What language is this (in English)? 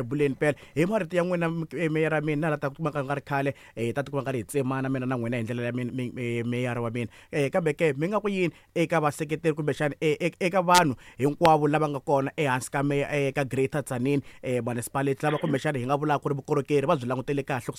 Tsonga